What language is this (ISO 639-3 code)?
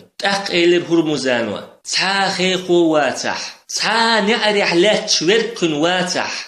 che